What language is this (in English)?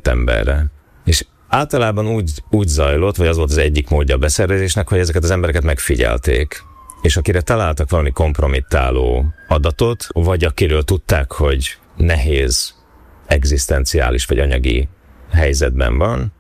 Hungarian